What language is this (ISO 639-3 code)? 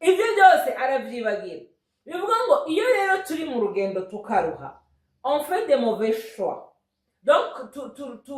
run